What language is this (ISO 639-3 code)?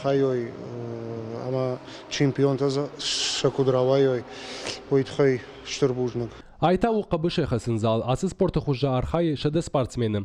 oss